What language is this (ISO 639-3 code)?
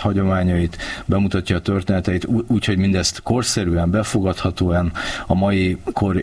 hun